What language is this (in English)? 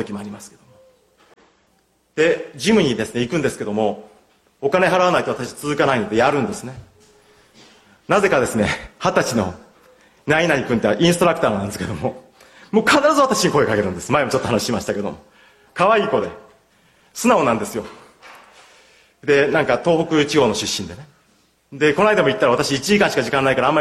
Japanese